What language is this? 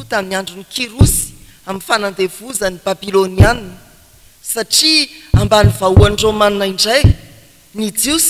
Malagasy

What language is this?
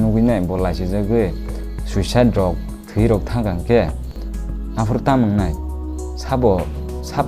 Kok Borok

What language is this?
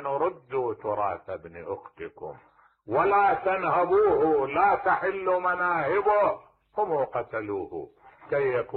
Mesopotamian Arabic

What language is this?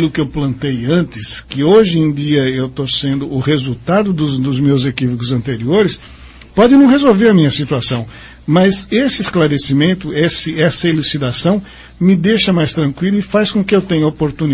Portuguese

